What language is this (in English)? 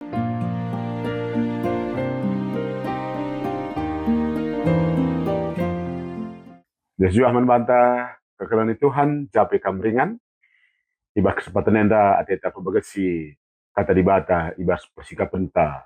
Batak Karo